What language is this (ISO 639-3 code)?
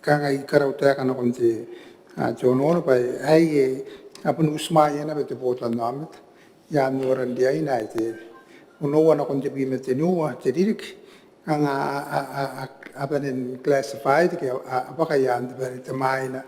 gil